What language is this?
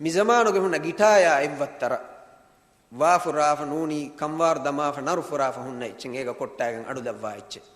Divehi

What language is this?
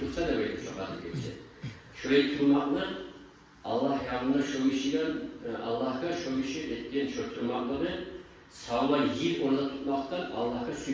Kumyk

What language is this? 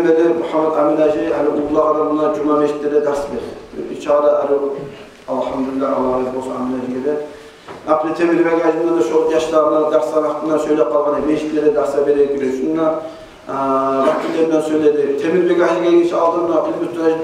Kumyk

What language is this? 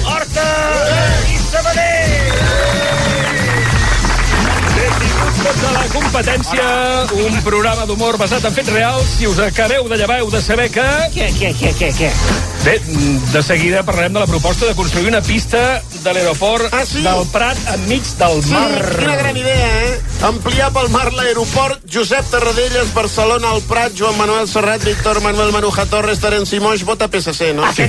Catalan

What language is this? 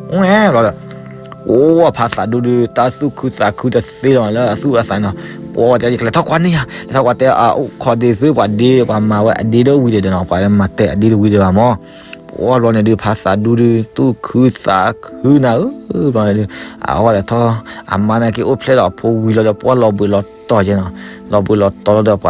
S'gaw Karen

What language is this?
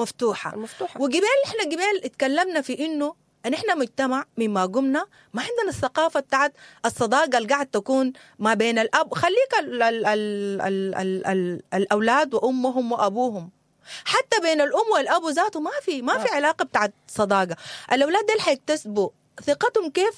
Sudanese Arabic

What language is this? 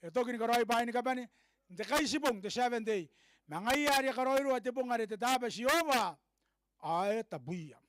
Gilbertese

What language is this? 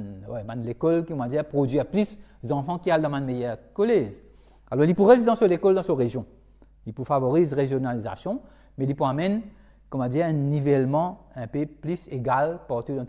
Morisyen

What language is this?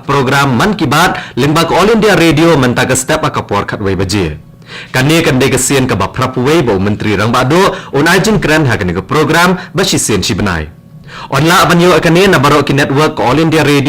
Khasi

